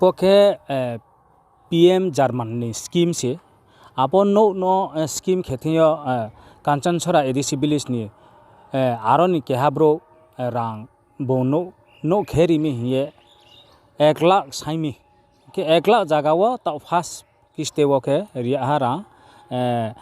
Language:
Riang (India)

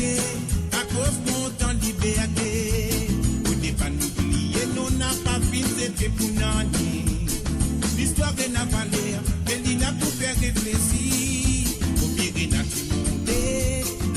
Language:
Morisyen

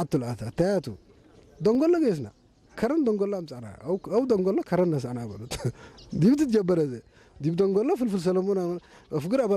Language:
Tigre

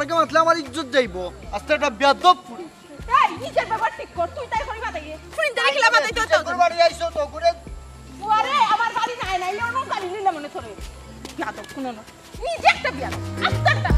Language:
Sylheti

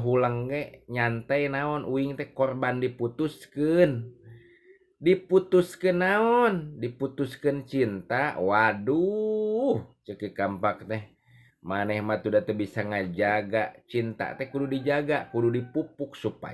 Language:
Sundanese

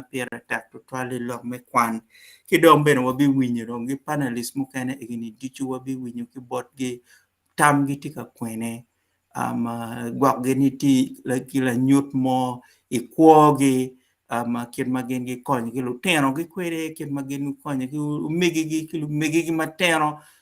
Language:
Acoli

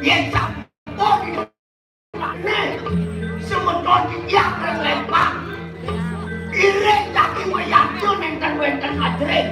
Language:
Balinese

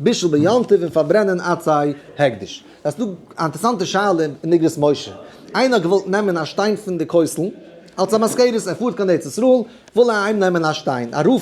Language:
Yiddish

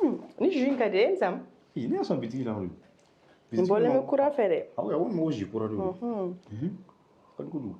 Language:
Bambara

